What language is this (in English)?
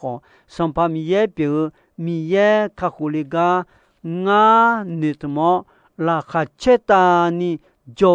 Akha